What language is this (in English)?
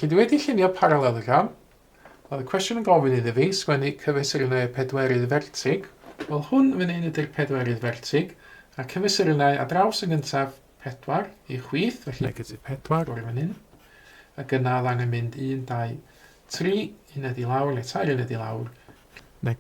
Welsh